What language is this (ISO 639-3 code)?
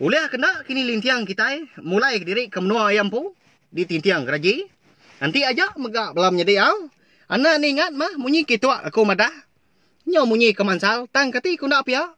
iba